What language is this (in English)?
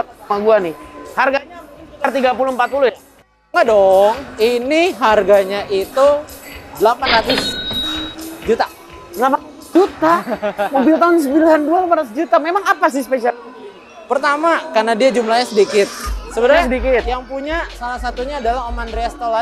Indonesian